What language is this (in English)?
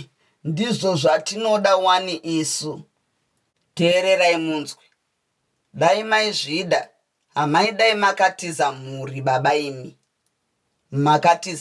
Shona